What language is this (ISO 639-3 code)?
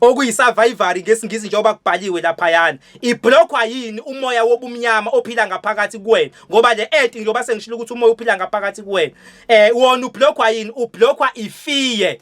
zul